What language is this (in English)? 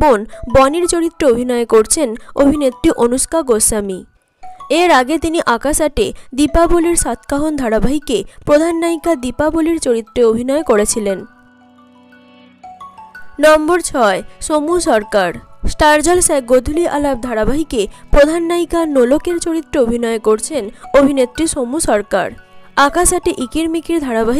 Bangla